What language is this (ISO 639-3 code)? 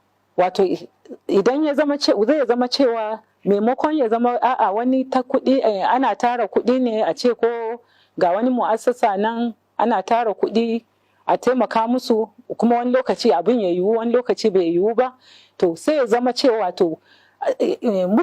hau